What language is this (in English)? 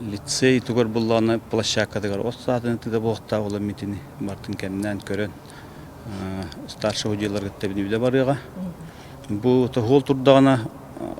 Yakut